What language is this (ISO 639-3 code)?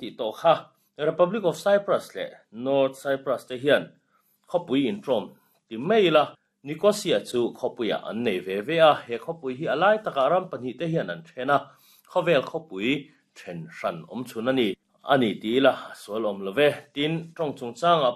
lus